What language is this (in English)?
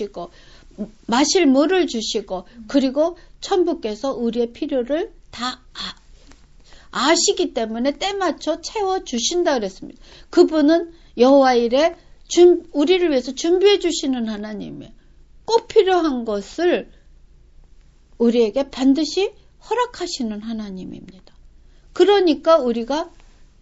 Korean